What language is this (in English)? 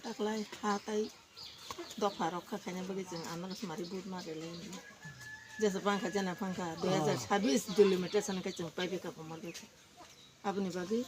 Kok Borok